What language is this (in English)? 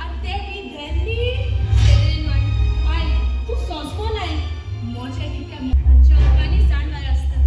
Konkani